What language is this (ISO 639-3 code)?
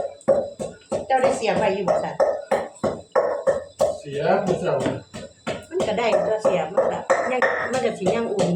lao